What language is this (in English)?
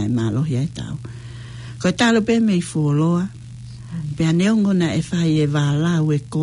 Tongan